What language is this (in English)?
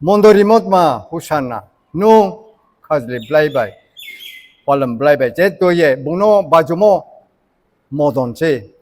Riang (India)